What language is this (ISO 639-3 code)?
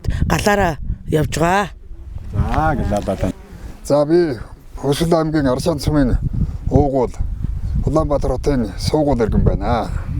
mon